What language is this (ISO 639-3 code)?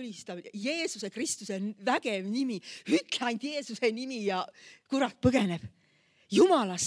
est